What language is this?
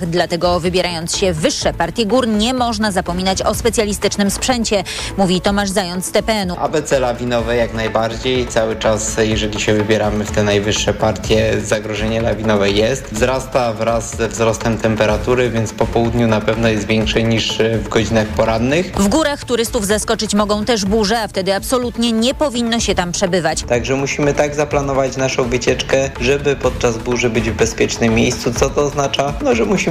Polish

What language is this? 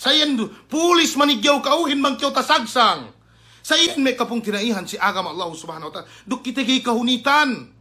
Yakan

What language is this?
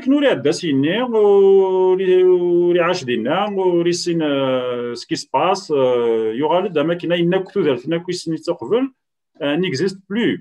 Kabyle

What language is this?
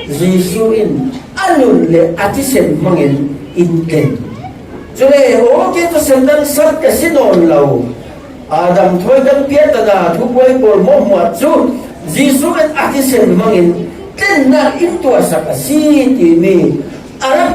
Falam Chin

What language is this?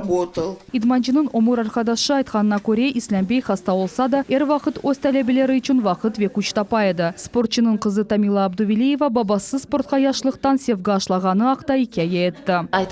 Crimean Tatar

